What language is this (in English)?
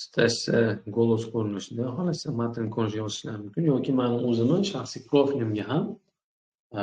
Uzbek